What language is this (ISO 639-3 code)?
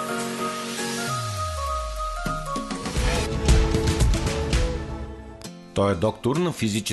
bul